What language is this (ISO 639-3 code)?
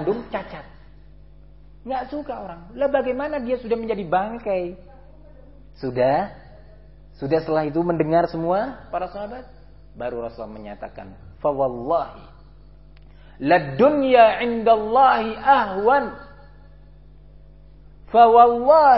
ind